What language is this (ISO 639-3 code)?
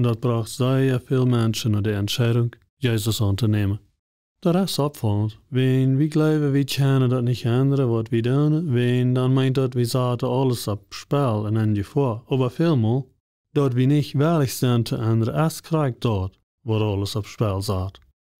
pdt